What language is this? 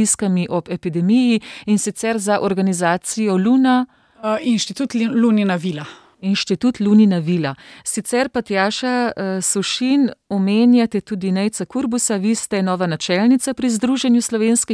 Slovenian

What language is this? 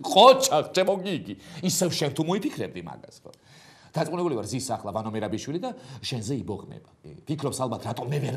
Georgian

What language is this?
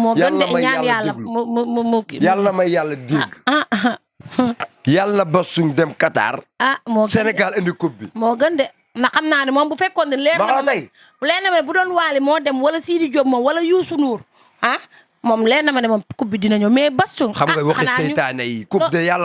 Wolof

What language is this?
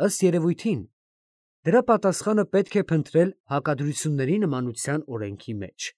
Armenian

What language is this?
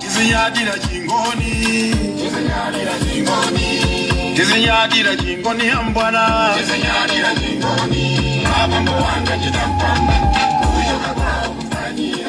Nyanja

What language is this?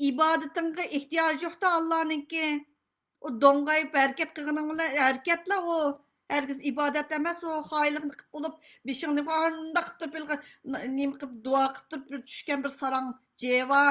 Uyghur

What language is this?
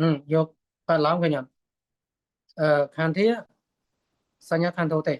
Khmer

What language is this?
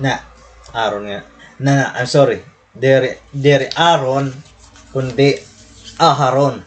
Waray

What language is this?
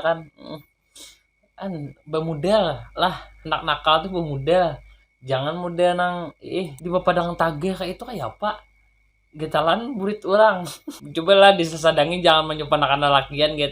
Banjar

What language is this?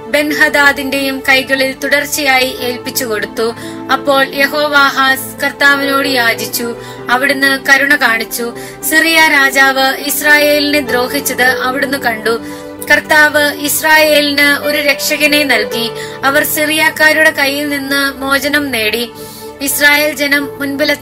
Malayalam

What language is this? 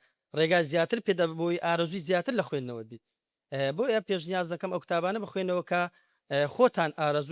Central Kurdish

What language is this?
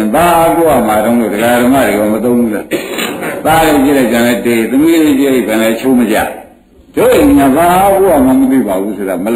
Burmese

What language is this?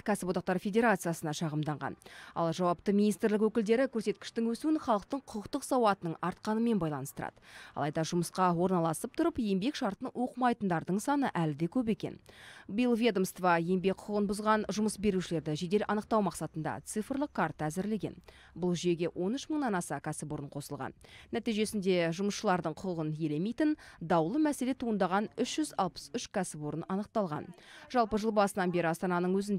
Kazakh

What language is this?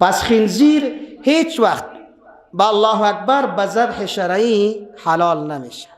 Persian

